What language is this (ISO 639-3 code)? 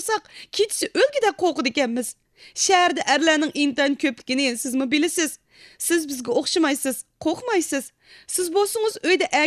uig